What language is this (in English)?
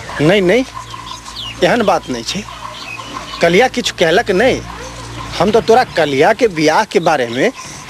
Maithili